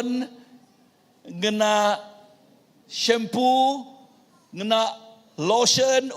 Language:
Iban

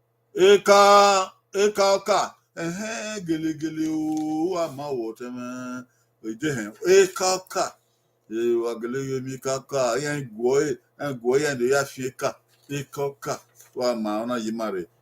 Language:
Bini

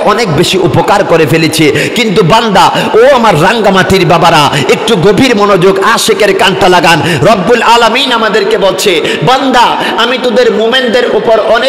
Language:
Bangla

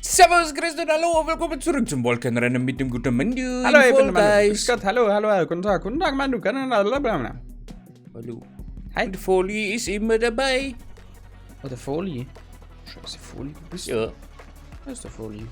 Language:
Bavarian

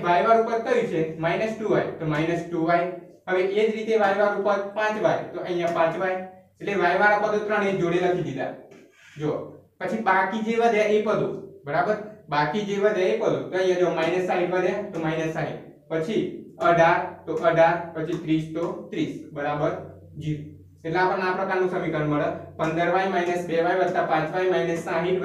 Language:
Gujarati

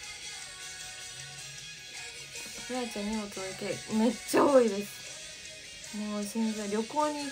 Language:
Japanese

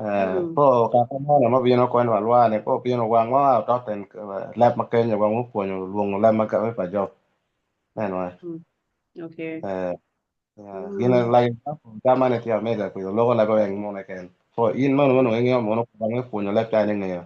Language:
Acoli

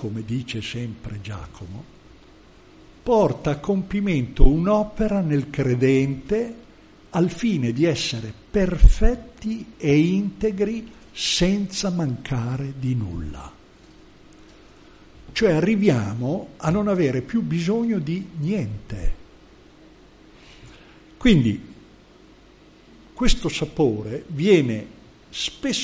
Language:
Italian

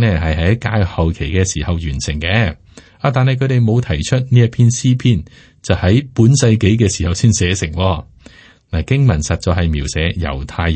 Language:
Cantonese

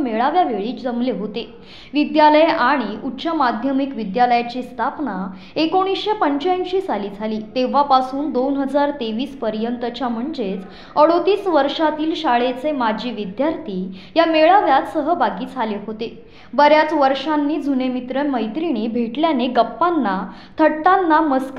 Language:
Marathi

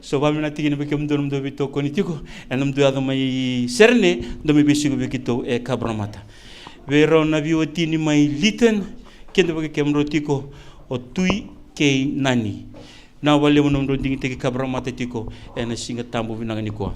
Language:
Fijian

